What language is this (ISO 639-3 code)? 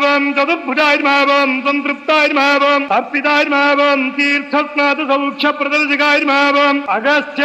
tel